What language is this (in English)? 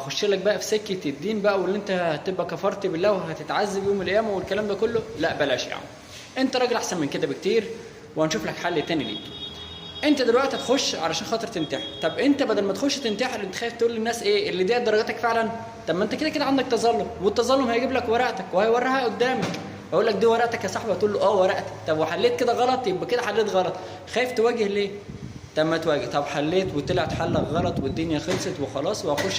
Egyptian Arabic